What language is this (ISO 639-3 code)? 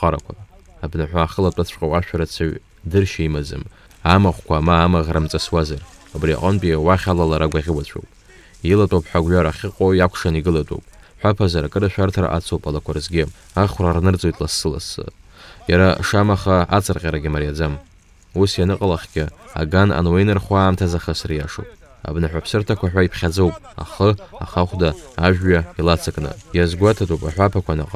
abk